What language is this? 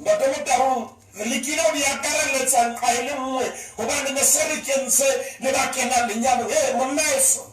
Southern Sotho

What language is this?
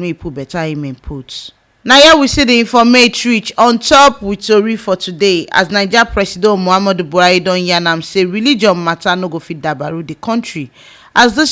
Nigerian Pidgin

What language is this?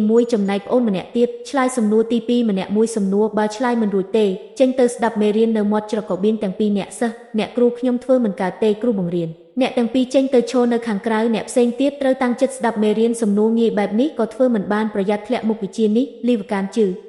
Khmer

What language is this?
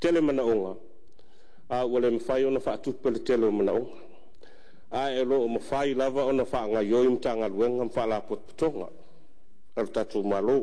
Samoan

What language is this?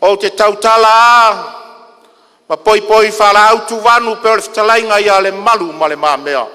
Samoan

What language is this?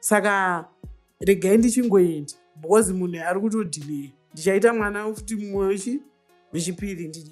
Shona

